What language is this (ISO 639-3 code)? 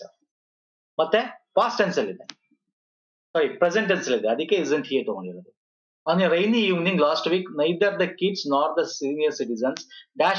kan